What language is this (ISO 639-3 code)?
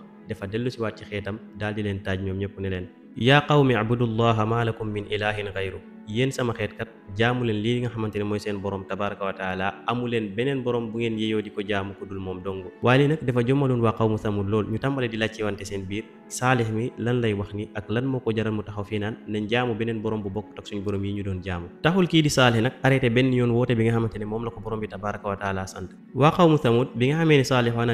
wol